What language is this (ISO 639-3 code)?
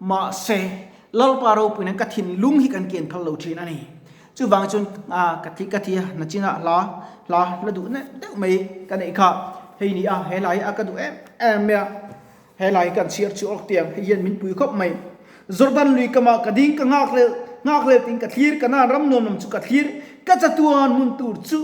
lus